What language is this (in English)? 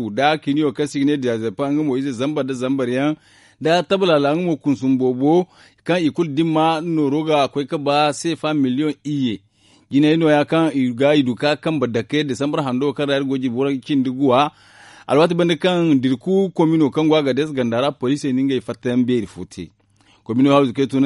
Zarma